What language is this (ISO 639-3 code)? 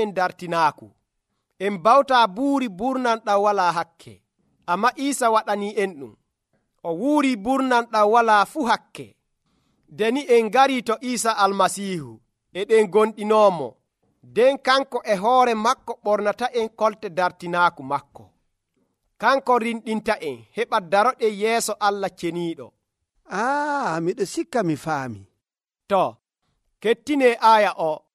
fuv